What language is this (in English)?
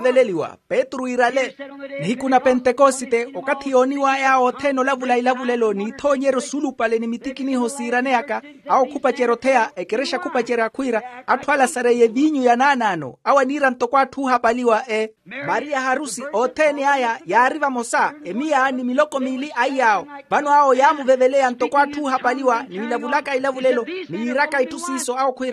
Makhuwa